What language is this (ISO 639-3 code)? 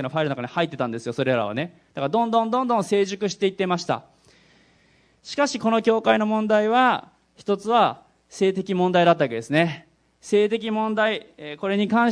jpn